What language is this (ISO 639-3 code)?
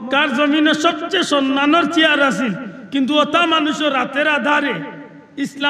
syl